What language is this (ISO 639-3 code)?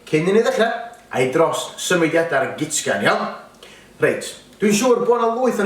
cym